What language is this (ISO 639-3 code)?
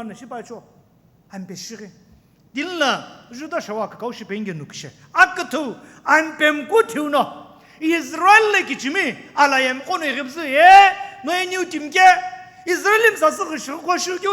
nsm